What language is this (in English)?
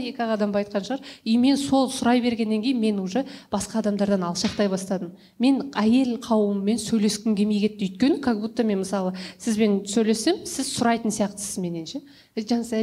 Kazakh